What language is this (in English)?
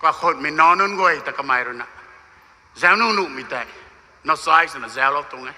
Rongmei Naga